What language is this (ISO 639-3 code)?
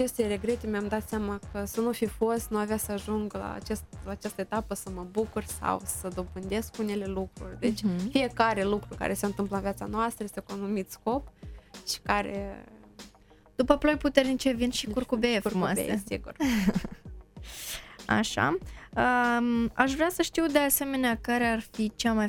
ron